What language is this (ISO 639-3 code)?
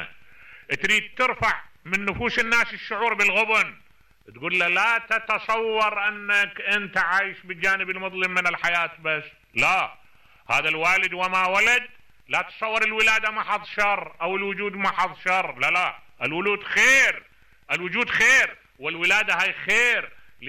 acm